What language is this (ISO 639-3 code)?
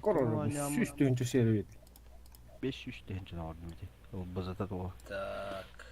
sah